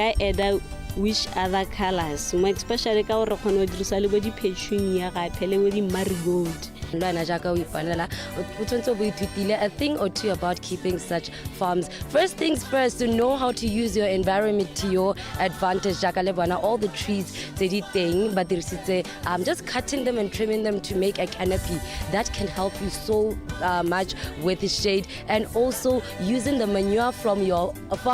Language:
Tswana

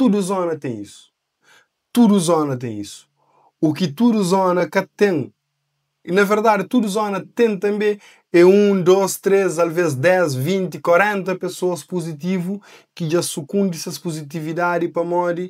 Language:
Kabuverdianu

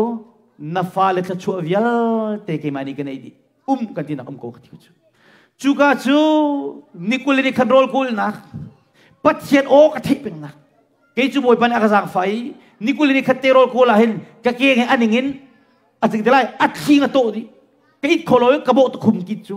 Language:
Hakha Chin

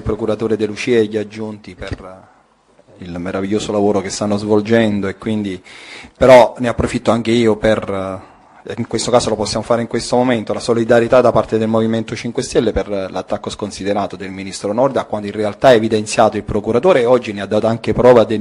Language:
Italian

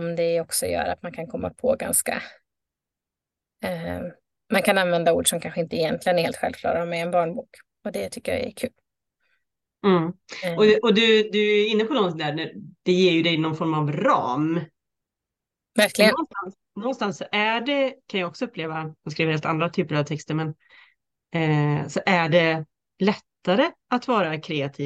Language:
Swedish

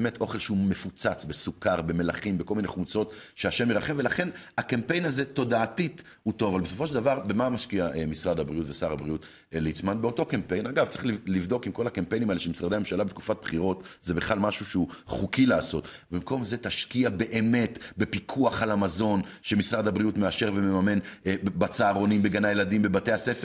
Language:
Hebrew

